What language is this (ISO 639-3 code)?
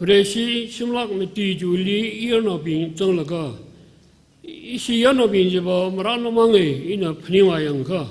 nmf